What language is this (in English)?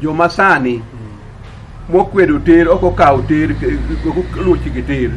Luo (Kenya and Tanzania)